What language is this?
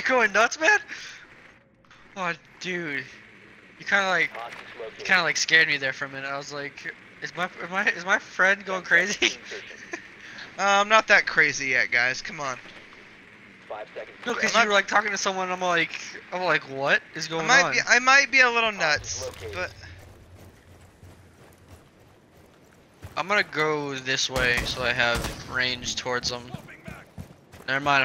English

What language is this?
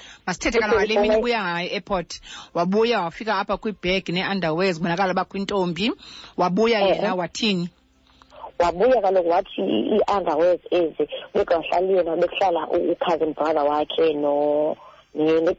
Xhosa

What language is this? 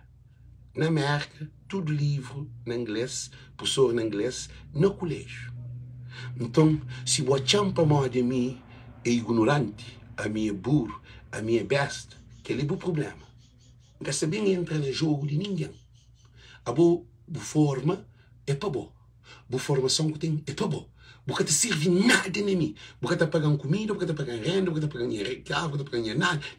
Kabuverdianu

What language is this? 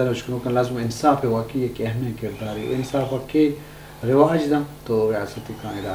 Eastern Balochi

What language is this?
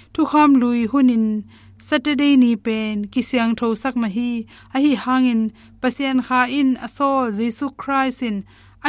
Tedim Chin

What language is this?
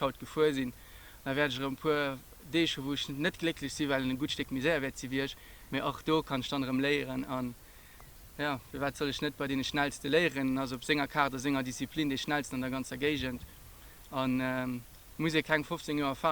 Luxembourgish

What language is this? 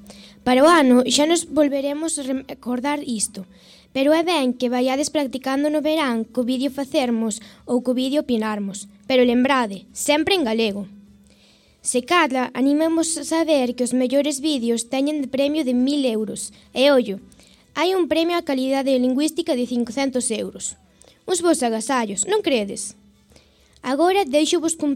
Galician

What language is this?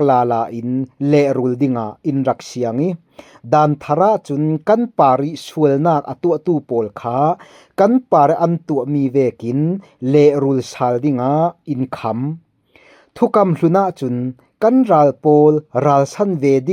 Falam Chin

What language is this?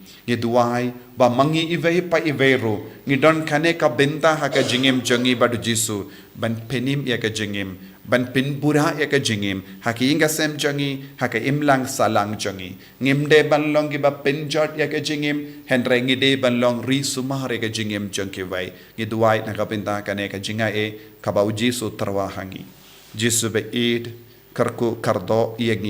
Khasi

